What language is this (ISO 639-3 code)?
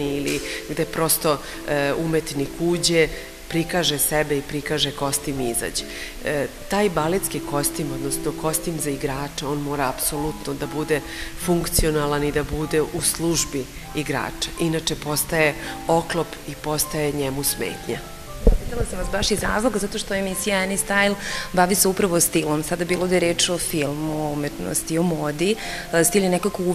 srp